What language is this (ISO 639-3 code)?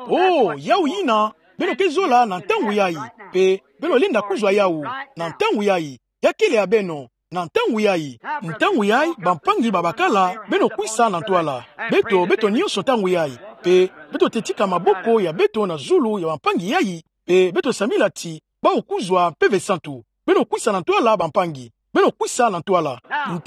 ktu